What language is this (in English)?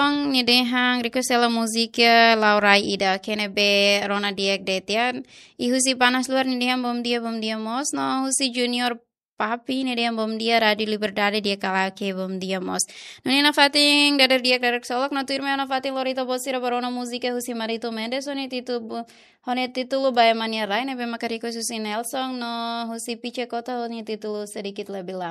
Tetum